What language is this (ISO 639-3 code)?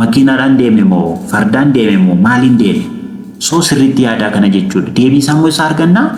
orm